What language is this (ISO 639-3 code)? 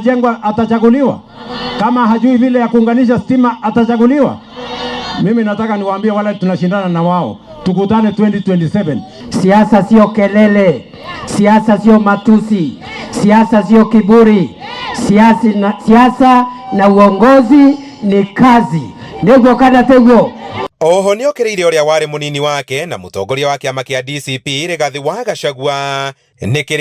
kik